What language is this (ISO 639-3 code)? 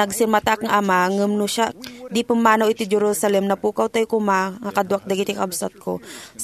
ilo